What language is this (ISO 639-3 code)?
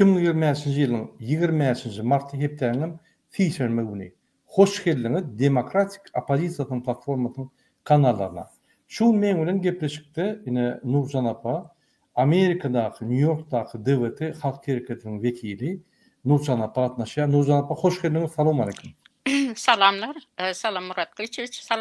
tuk